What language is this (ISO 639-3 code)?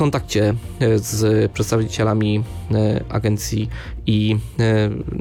pol